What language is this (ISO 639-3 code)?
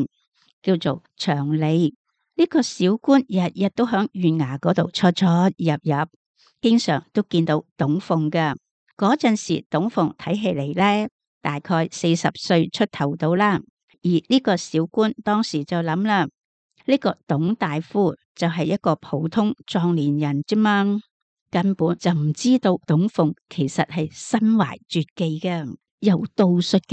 yue